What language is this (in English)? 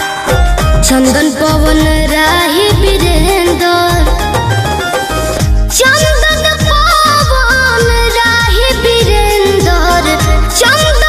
Bhojpuri